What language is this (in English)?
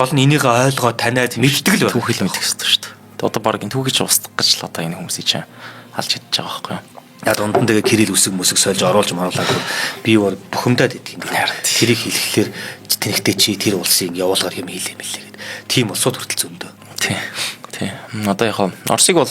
Mongolian